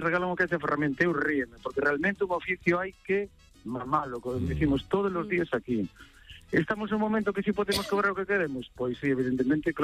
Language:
Galician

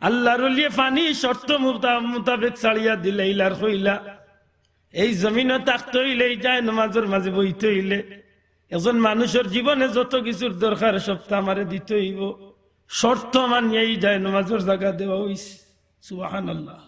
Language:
Sylheti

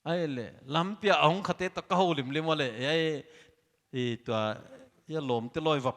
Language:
Paite Chin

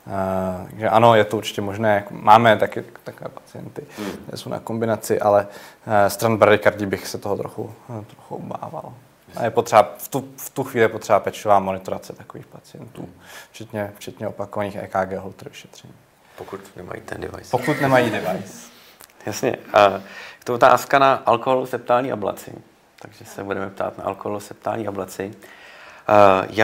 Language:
Czech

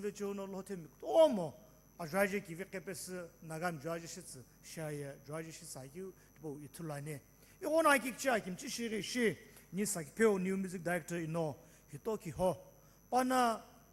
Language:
Sumi Naga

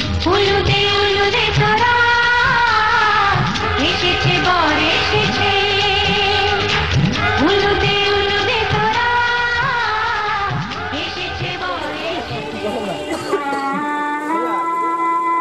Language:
Bangla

